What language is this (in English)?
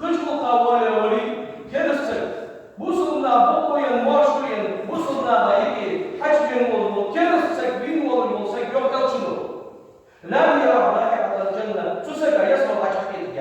Ingush